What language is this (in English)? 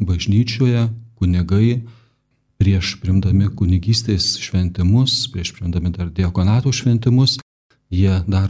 Lithuanian